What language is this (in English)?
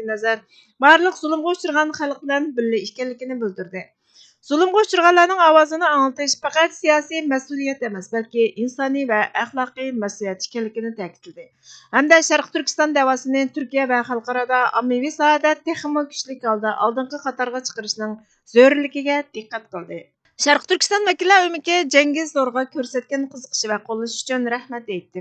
Uyghur